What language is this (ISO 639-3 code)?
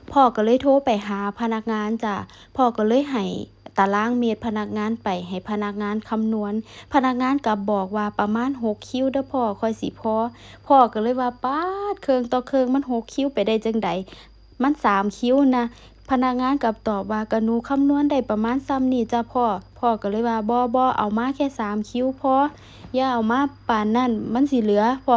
tts